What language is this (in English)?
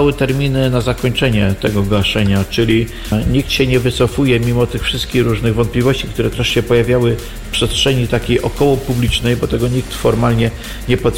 Polish